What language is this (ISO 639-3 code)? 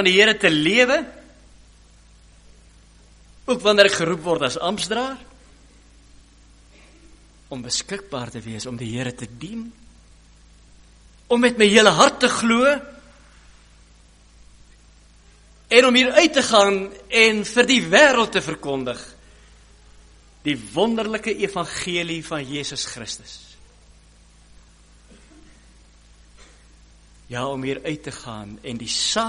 afr